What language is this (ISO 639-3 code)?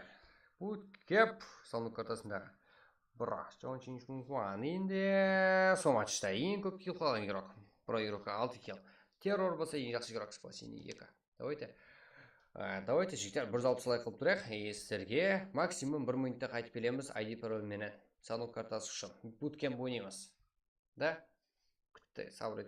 kaa